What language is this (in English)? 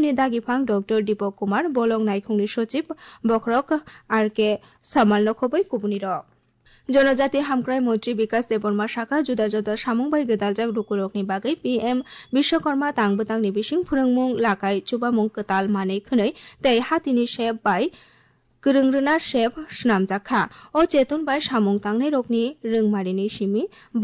Kok Borok